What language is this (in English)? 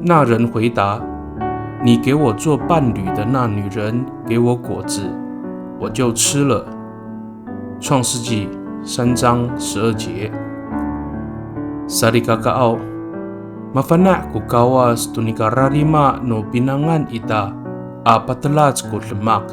Amis